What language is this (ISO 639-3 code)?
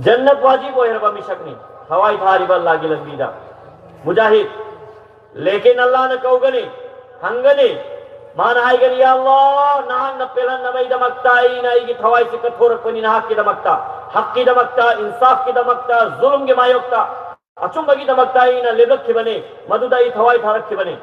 mni